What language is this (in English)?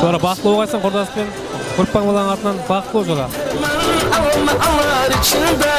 Kara-Kalpak